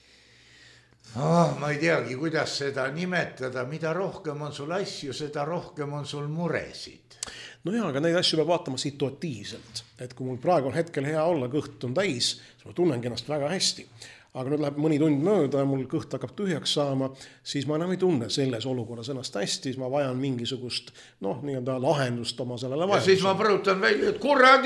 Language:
Estonian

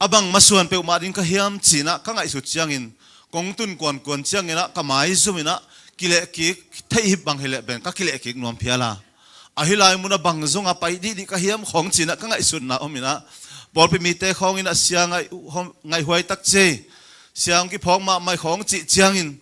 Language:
Tedim Chin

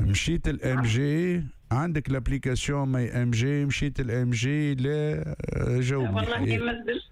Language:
Tunisian Arabic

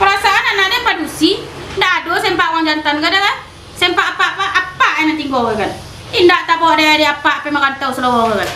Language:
Minangkabau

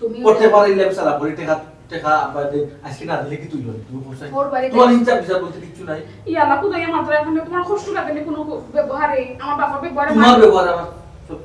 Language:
Sylheti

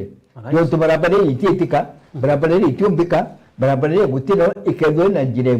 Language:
Meru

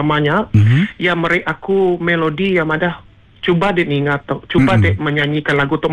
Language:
Malay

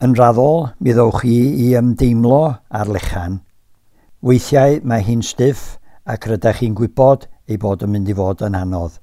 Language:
Welsh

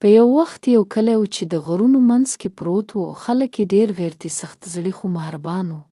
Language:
Pashto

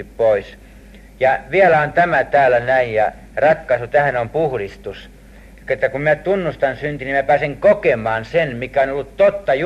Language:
Finnish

